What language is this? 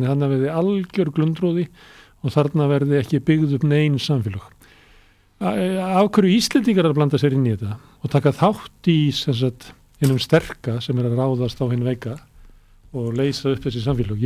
Icelandic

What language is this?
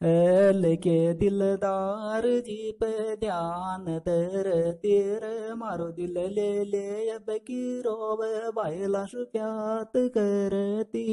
Sanskrit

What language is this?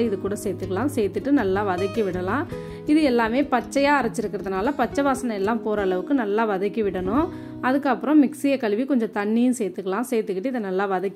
Tamil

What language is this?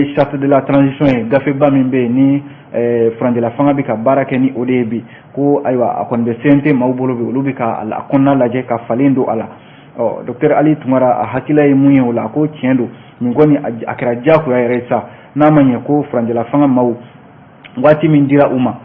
Bambara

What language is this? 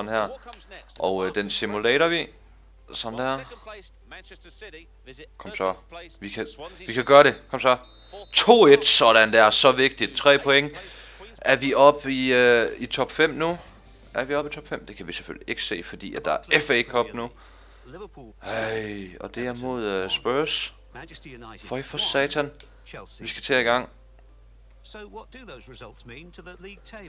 Danish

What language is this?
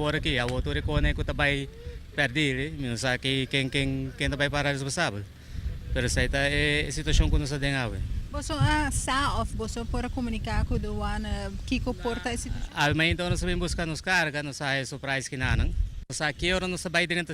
Papiamento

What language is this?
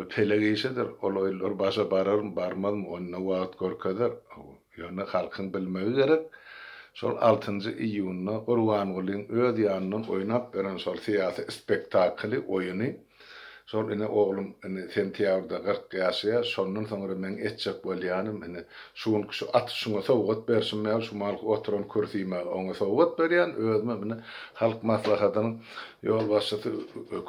Turkmen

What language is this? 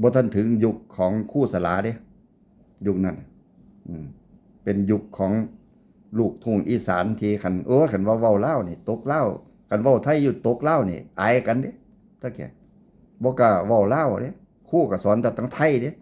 Northeastern Thai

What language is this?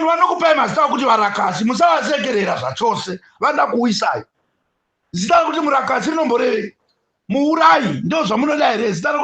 Shona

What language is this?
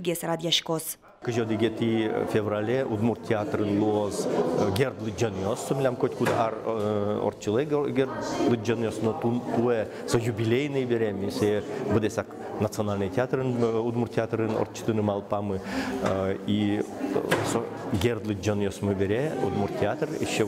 Udmurt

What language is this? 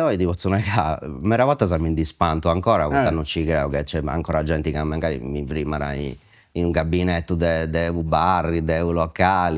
Sardinian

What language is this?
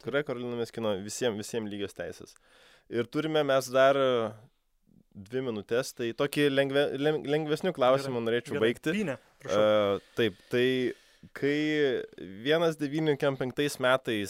Lithuanian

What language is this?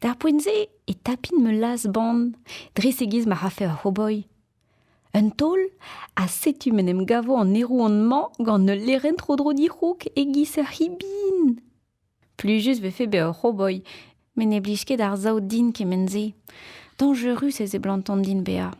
Breton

